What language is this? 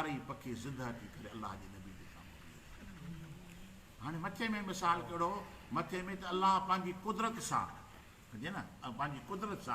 Sindhi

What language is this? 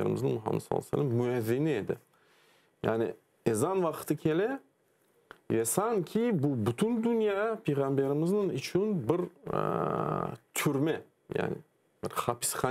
Crimean Tatar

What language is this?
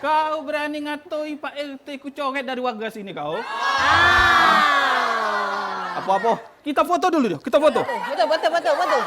Musi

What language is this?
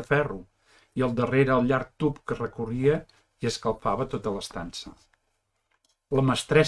Catalan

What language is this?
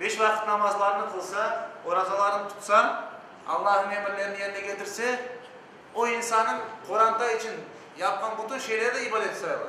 Crimean Tatar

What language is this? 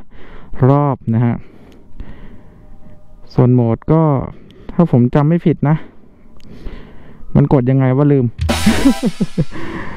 Thai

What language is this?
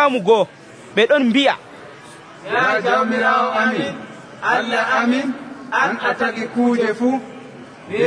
Nigerian Fulfulde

